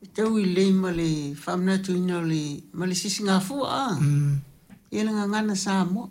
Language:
Samoan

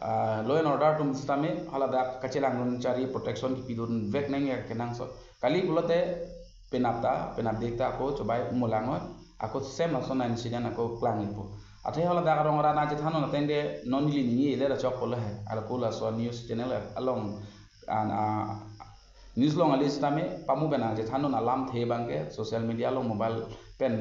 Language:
Karbi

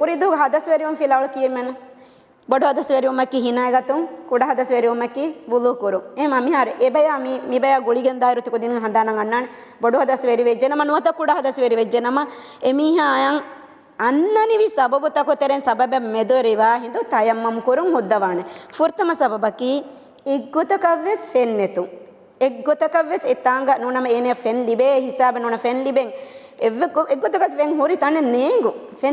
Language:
Divehi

